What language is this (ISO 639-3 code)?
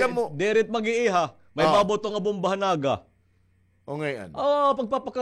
war